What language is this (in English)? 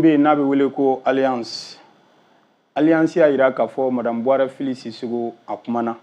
Bambara